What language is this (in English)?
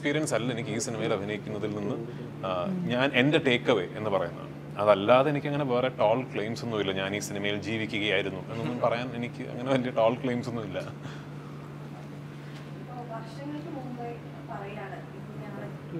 Malayalam